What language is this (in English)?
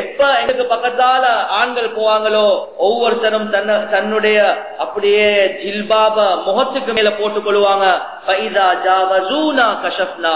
Tamil